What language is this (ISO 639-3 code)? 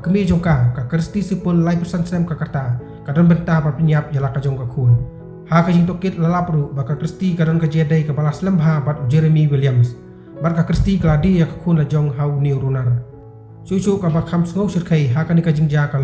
kha